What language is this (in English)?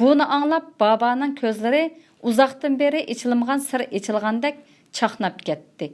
Uyghur